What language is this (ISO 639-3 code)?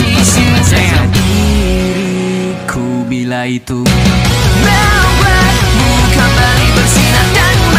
ind